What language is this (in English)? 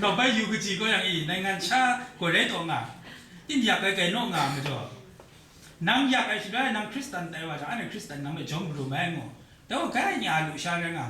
Kachin